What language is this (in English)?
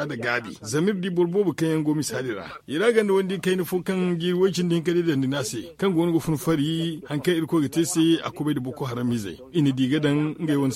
Zarma